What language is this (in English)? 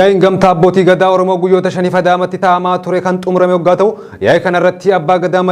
Oromo